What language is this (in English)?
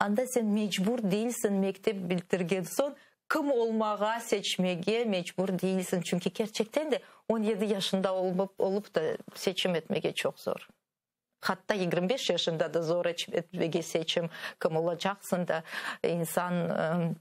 Crimean Tatar